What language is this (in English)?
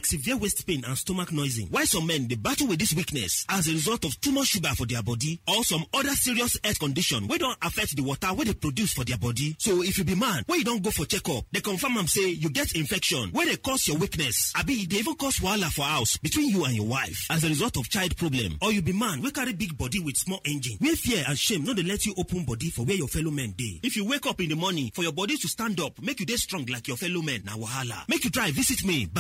Nigerian Pidgin